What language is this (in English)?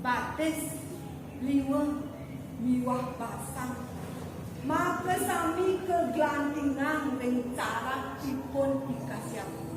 Balinese